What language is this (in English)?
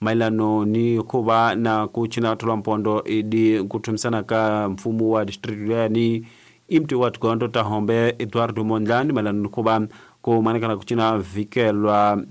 Tsonga